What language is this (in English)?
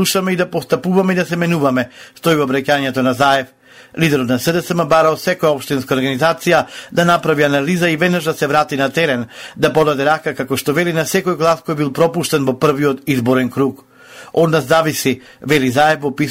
Macedonian